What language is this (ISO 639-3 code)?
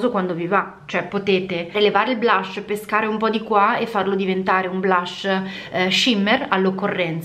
ita